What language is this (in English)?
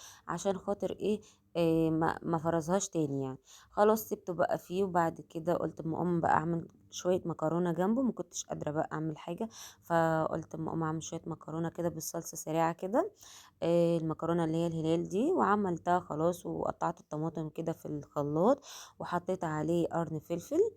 Egyptian Arabic